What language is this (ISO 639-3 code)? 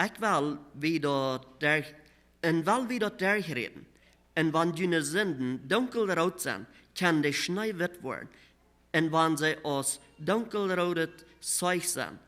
pdt